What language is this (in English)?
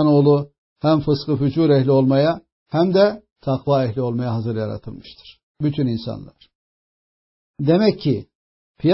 Turkish